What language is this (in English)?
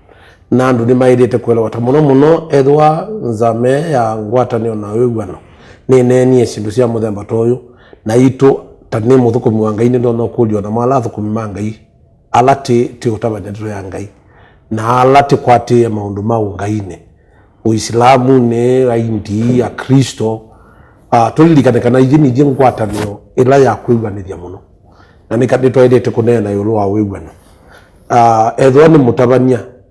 Kamba